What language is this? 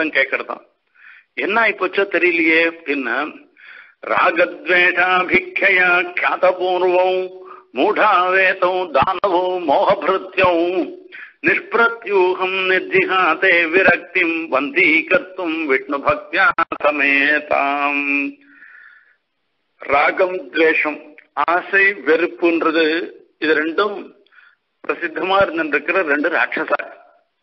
Tamil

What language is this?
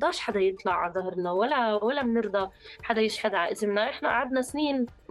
North Levantine Arabic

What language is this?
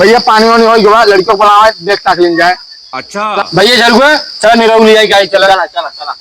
Awadhi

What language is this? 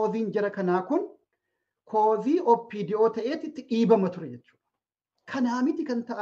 Oromo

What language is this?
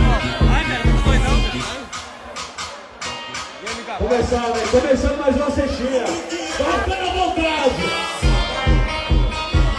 Portuguese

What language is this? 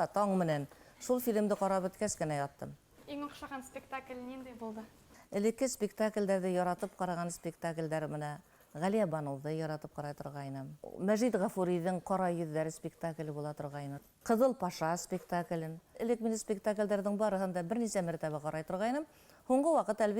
Bashkir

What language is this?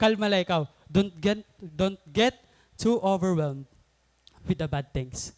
Waray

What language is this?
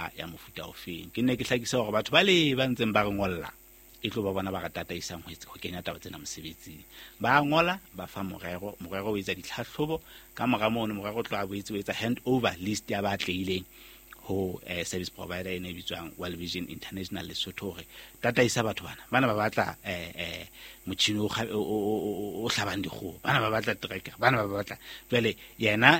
Southern Sotho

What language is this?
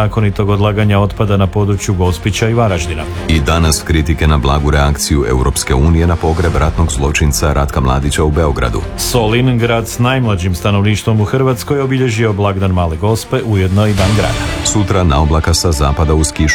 Croatian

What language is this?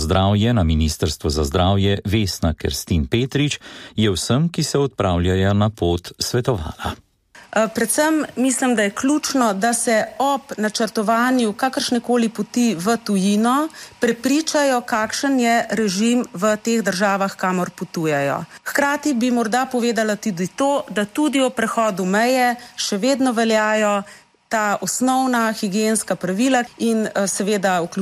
Slovenian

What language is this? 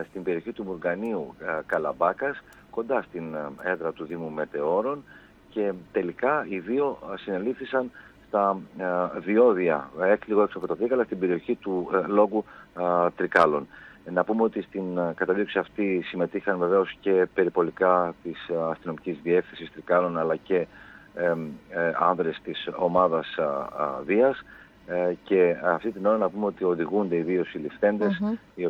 Greek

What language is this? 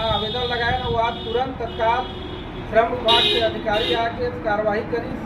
Chhattisgarhi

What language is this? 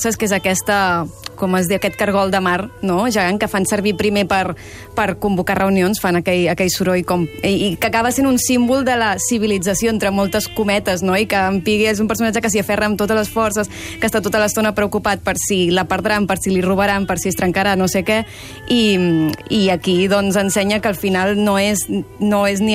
Catalan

